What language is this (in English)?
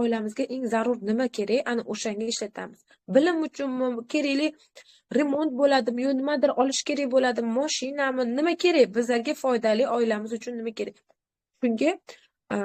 Uzbek